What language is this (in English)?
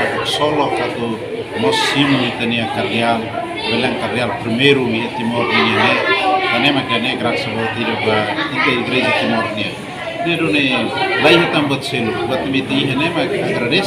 Tetum